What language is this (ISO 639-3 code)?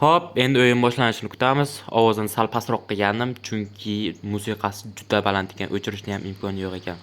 uzb